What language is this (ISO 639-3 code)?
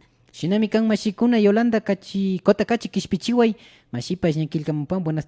qvi